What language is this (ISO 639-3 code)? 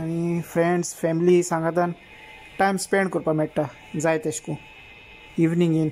kok